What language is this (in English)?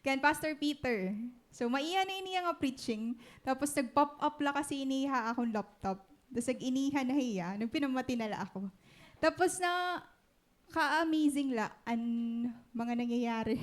Waray